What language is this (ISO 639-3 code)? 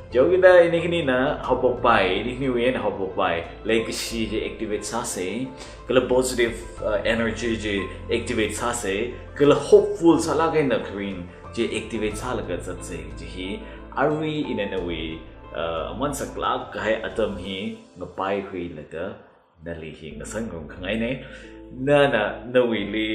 nmf